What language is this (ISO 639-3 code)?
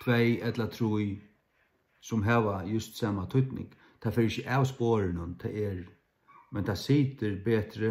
fao